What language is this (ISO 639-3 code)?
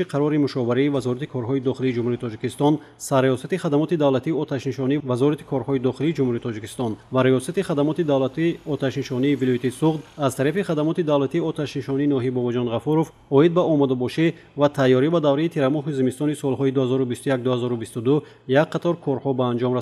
tgk